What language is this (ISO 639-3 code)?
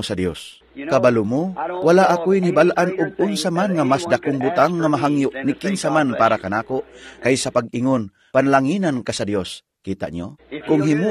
ceb